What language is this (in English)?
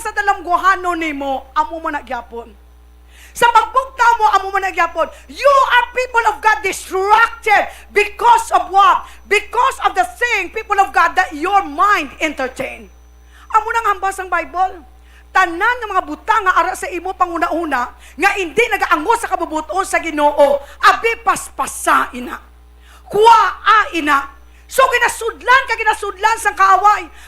Hiligaynon